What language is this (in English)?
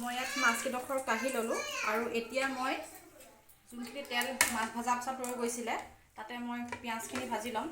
Assamese